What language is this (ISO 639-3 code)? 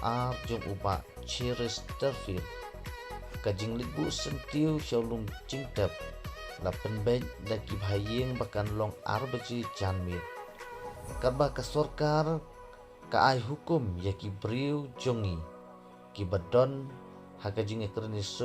kha